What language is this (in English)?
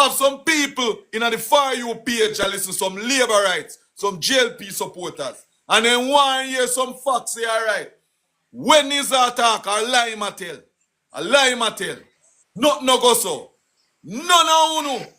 Jamaican Creole English